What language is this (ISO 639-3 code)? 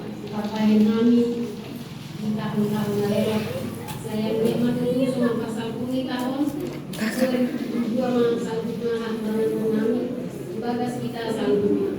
bbc